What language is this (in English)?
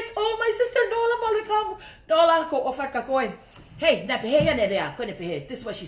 Tongan